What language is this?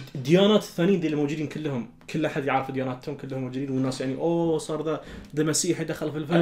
Najdi Arabic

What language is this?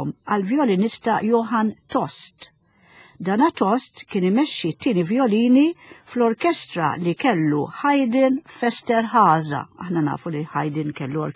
Maltese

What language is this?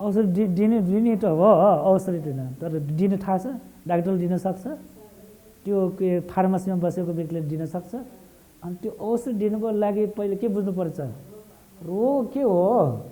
Nepali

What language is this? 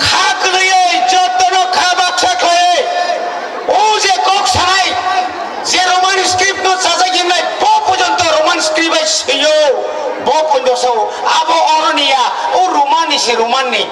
Kok Borok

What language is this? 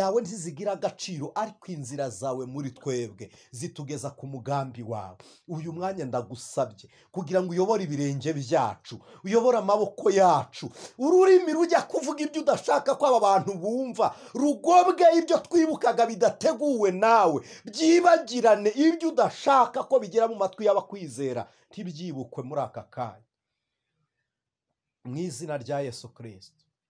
Kinyarwanda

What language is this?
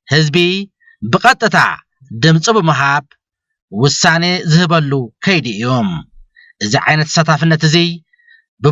Tigrinya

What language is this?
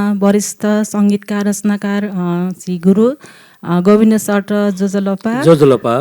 Newari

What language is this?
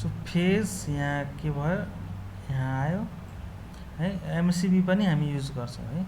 Nepali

